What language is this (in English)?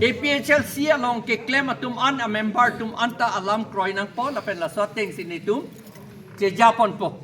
Karbi